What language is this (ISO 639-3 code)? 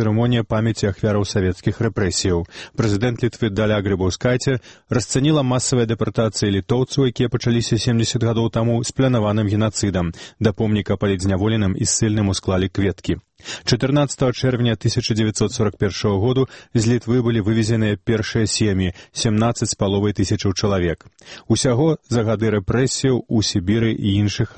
bel